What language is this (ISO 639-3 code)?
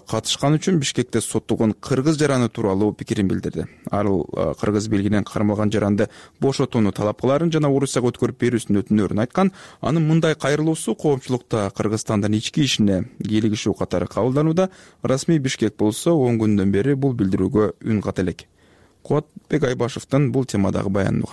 kir